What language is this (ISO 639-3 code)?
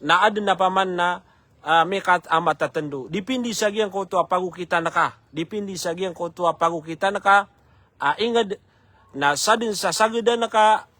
mrw